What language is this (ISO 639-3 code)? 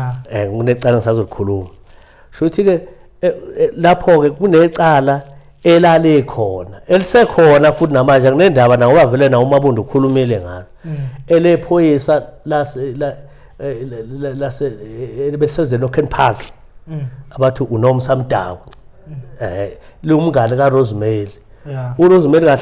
zul